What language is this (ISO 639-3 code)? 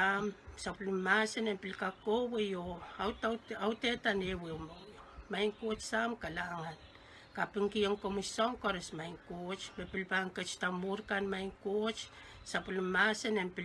pon